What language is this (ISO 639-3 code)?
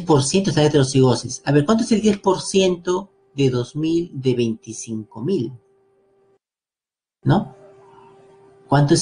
spa